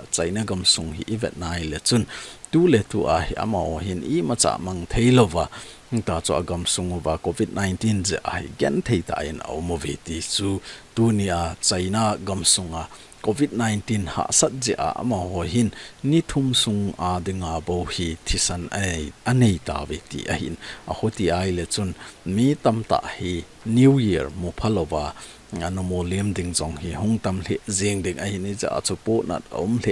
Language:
Thado Chin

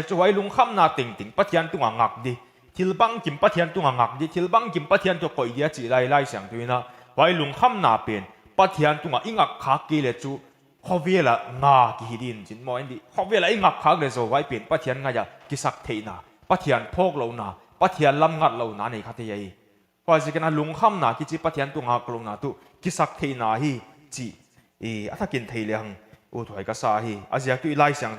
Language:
Paite Chin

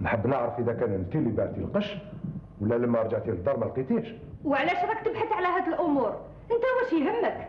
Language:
Algerian Arabic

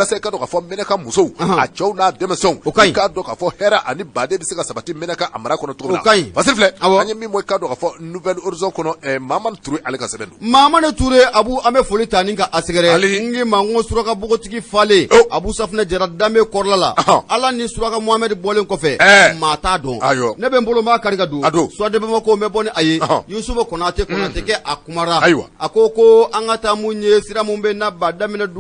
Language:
Bambara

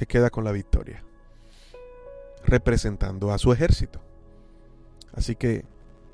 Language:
Spanish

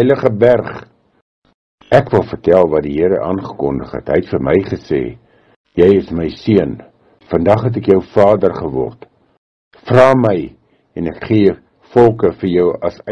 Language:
Afrikaans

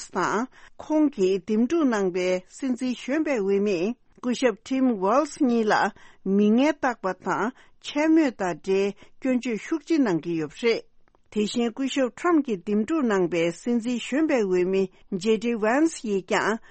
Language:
Tibetan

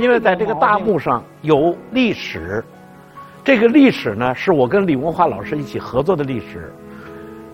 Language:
Chinese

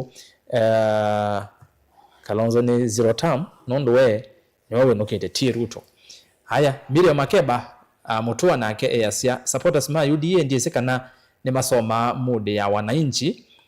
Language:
Kamba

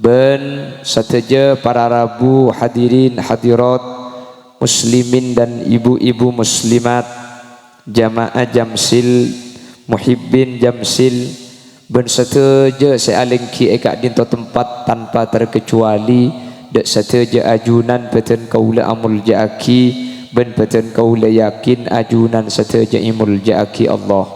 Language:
Madurese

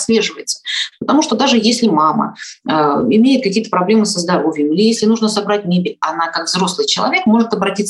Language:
Russian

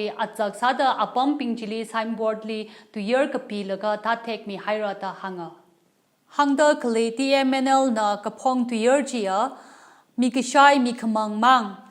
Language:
Tangkhul Naga (India)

